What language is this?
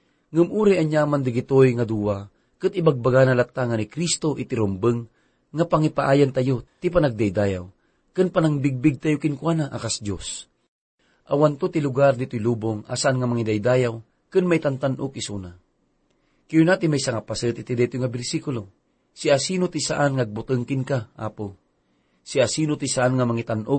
Iloko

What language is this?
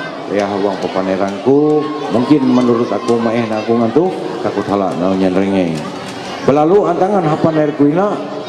Ma'anyan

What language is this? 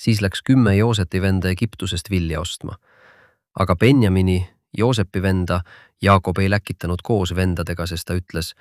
Estonian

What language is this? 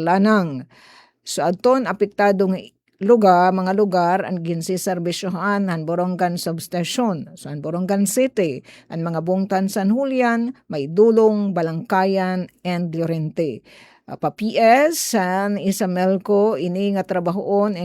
Waray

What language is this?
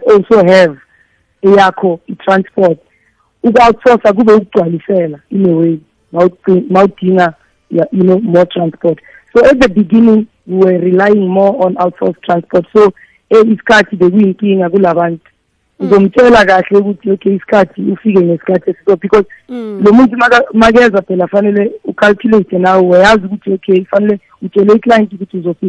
South Ndebele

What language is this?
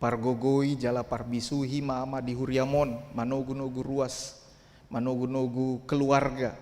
Batak Toba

